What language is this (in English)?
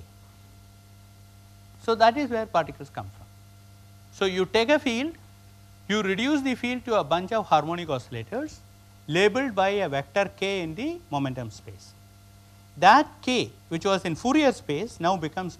English